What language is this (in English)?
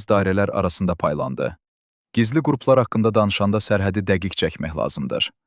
Azerbaijani